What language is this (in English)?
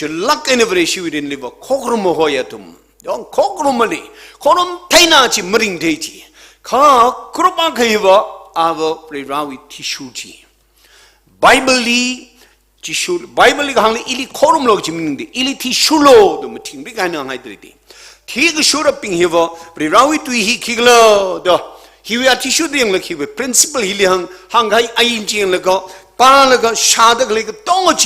Tangkhul Naga (India)